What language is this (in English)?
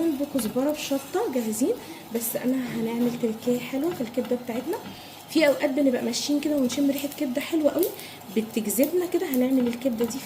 Egyptian Arabic